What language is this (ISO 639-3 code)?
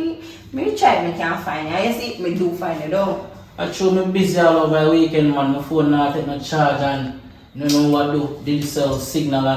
jam